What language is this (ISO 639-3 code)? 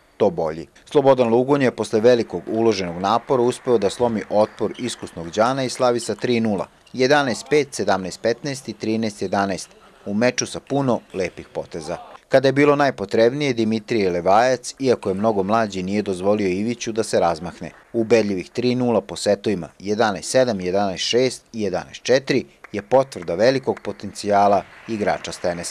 srp